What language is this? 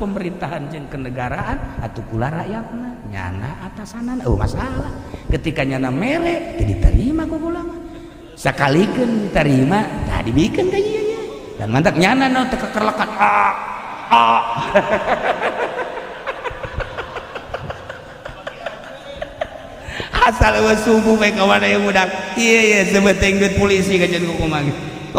Sundanese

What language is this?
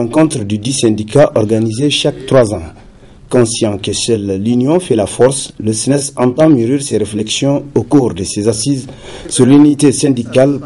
French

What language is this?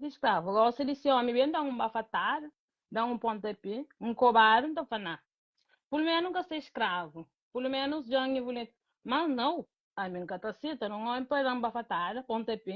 Kabuverdianu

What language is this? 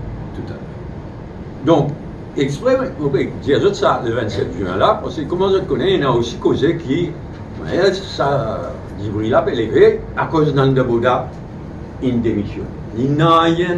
Morisyen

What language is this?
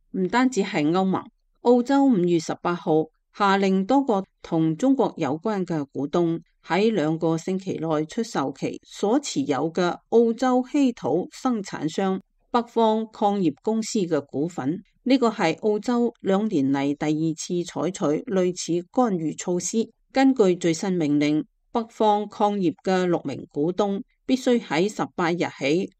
Cantonese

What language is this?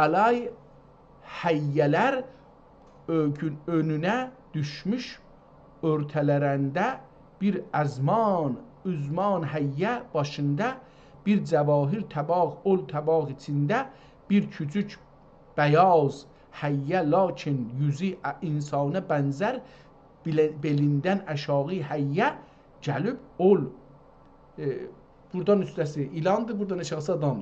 South Azerbaijani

